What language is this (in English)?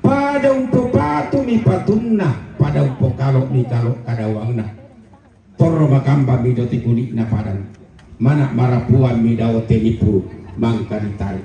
Toraja-Sa'dan